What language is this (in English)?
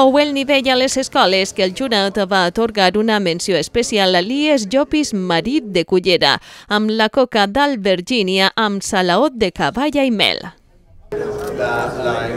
Catalan